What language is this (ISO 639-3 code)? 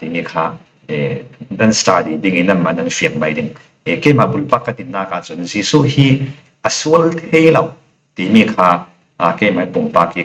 cfm